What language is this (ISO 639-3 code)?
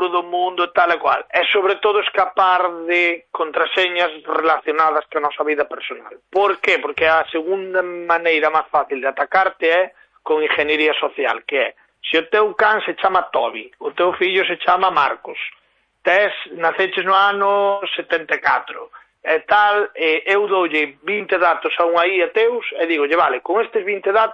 glg